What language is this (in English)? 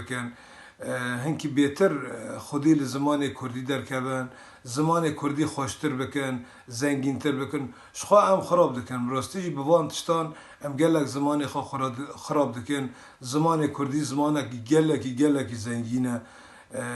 Kurdish